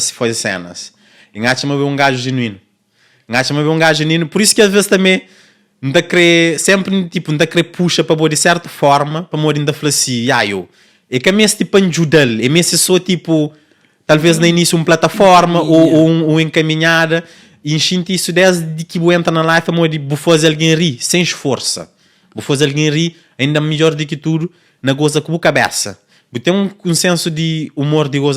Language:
Kabuverdianu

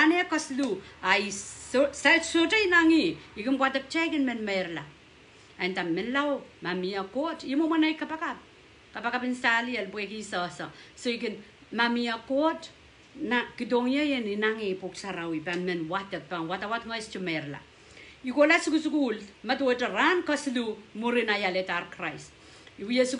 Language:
Pohnpeian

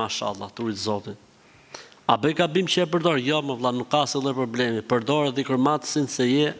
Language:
Albanian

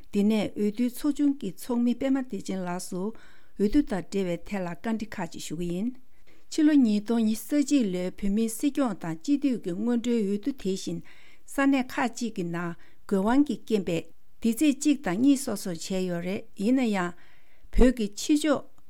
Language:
Tibetan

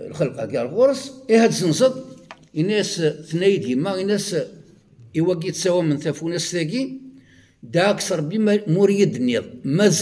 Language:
Kabyle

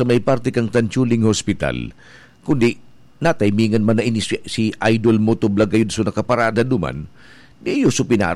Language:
Bikol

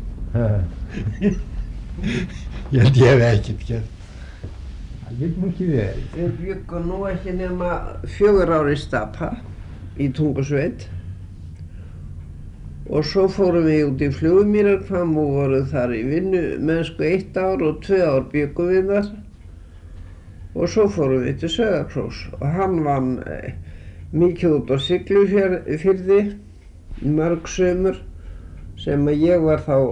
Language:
Icelandic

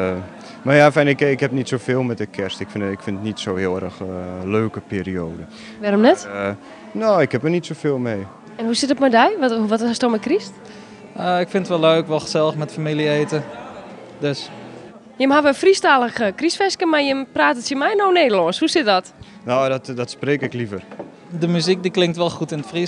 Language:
Western Frisian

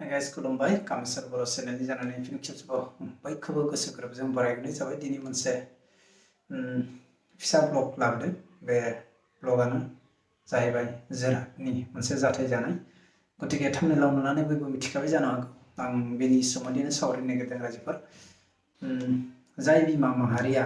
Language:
Bodo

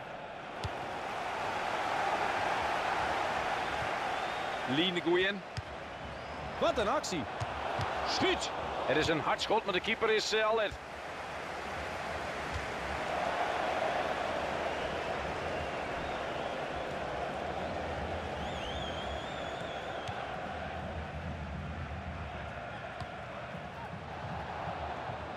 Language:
Dutch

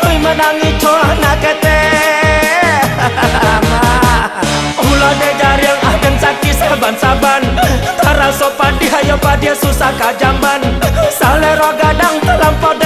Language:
Minangkabau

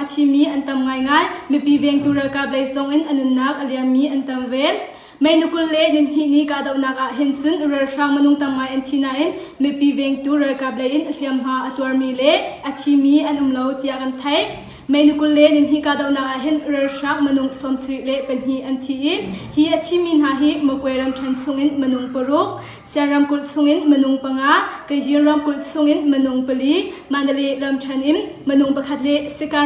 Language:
Hakha Chin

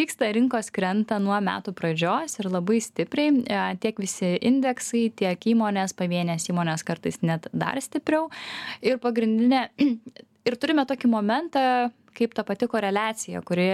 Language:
Lithuanian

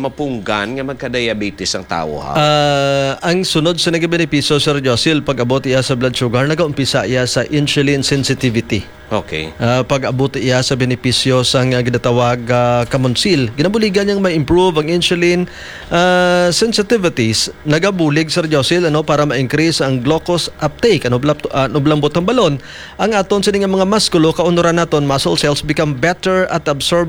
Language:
Hiligaynon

